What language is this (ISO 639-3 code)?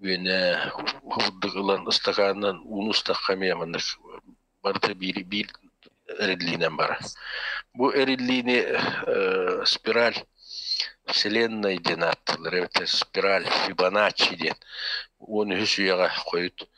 sah